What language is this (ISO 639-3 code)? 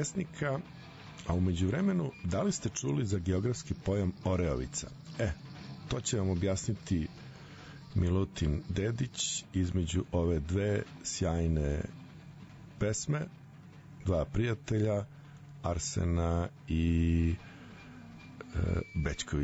srp